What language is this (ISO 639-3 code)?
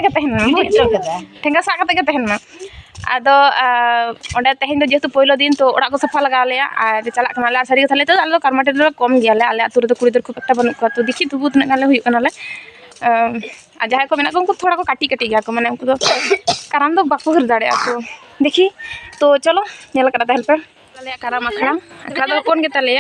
sat